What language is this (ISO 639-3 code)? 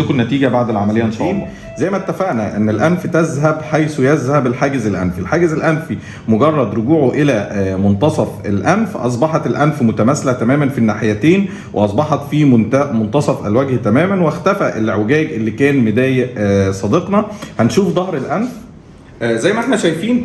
arz